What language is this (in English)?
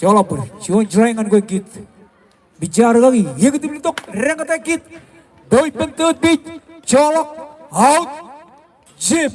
Marshallese